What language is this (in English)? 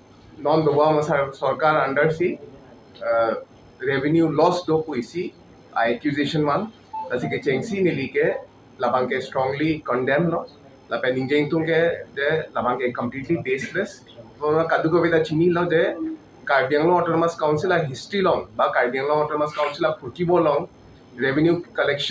Karbi